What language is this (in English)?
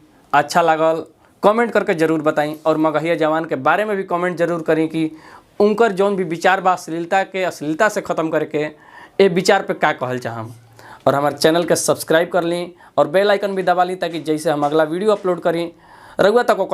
Bhojpuri